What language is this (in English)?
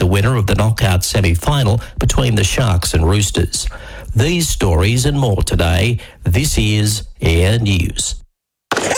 English